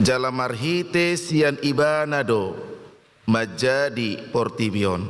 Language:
Batak Toba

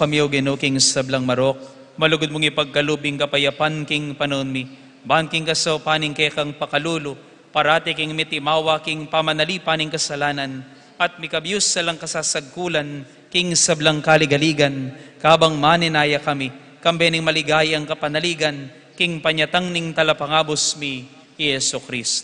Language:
Pampanga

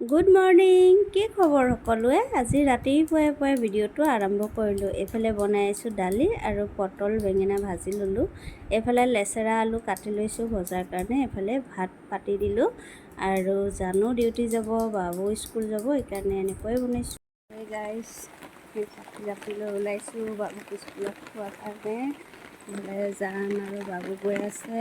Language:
Assamese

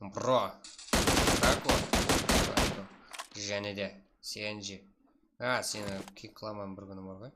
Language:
Kara-Kalpak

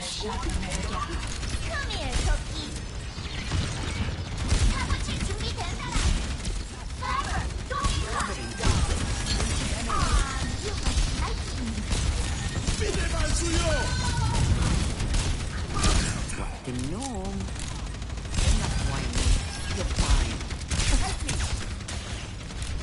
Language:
English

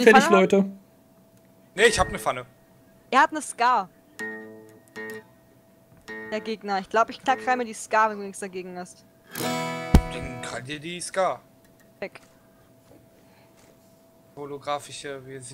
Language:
German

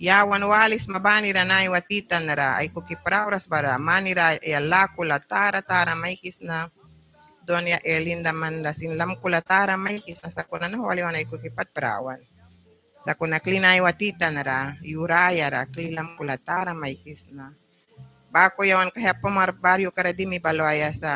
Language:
Mískito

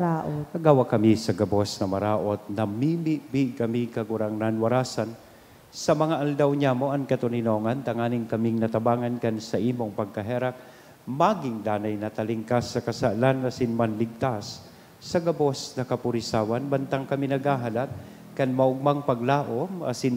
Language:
Bikol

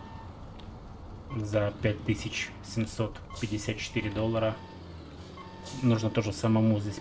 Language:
Russian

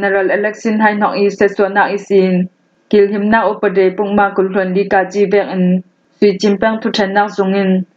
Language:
Falam Chin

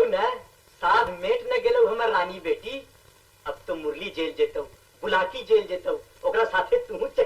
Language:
Magahi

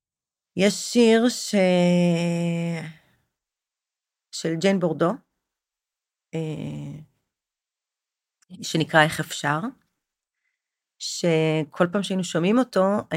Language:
Hebrew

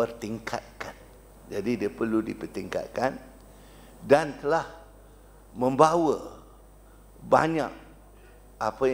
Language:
Malay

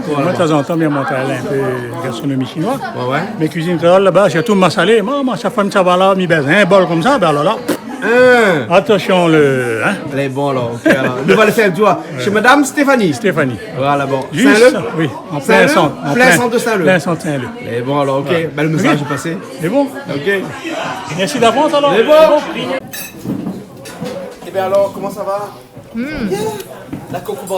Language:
Réunion Creole French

